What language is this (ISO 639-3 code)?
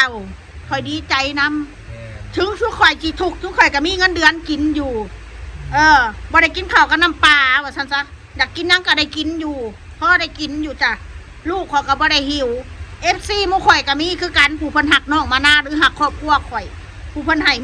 tts